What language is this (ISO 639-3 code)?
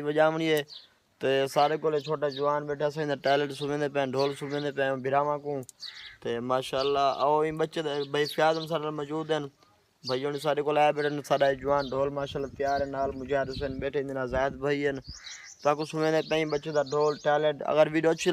skr